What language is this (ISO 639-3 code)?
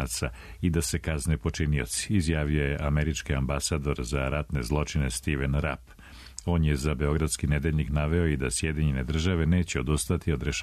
srp